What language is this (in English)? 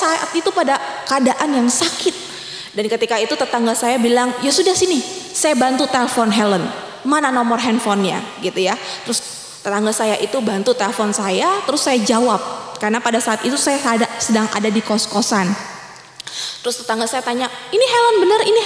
Indonesian